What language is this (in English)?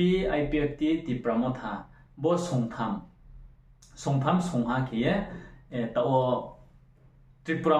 Riang (India)